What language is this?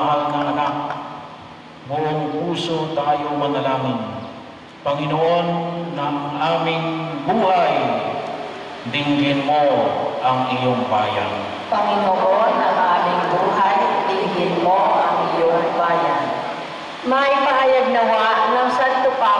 Filipino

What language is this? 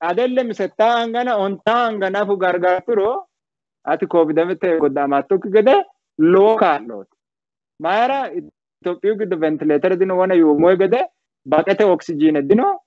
Sidamo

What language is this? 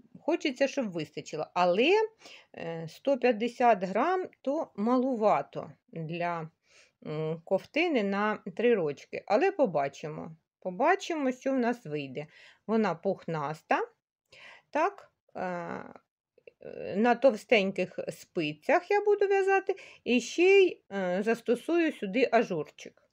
Ukrainian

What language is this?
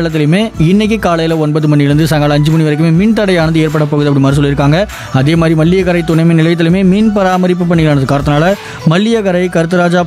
Tamil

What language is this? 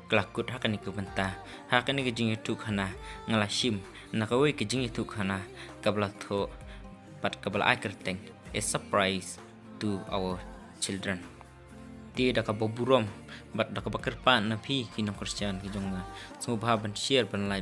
Khasi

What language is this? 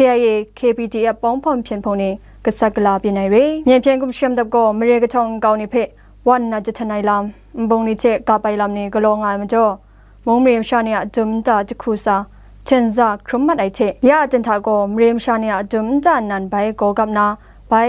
Kachin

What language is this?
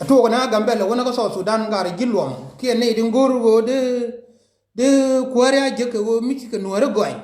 Nuer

